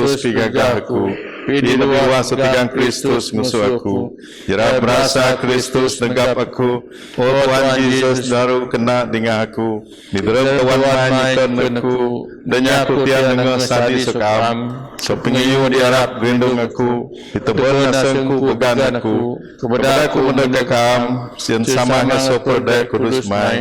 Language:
Biatah Bidayuh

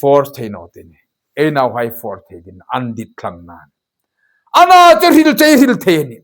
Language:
Hmar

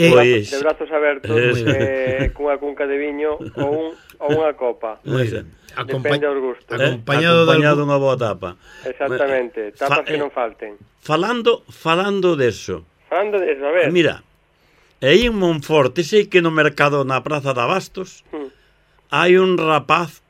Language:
Galician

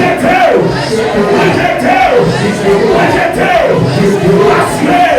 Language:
Haitian Creole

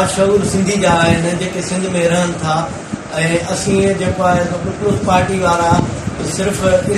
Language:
Sindhi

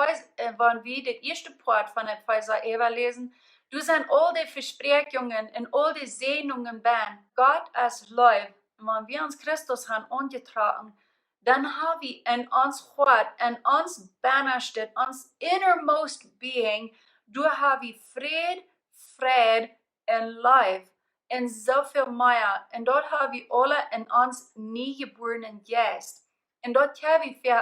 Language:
Plautdietsch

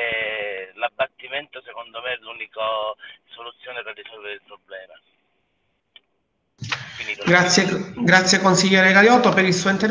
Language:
Italian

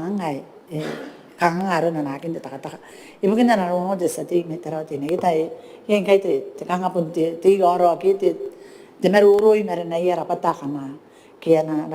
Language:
Gilbertese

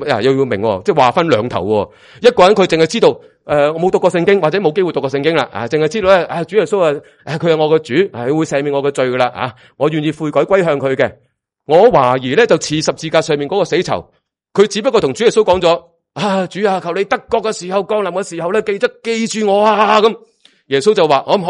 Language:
Cantonese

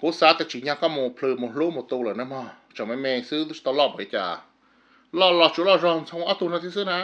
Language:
Hmong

